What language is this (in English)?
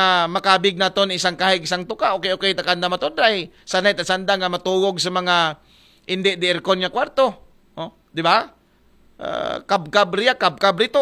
Aklanon